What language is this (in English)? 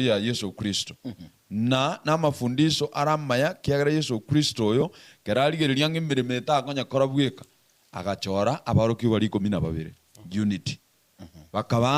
Gusii